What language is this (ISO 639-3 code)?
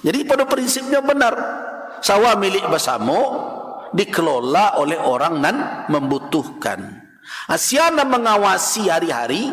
min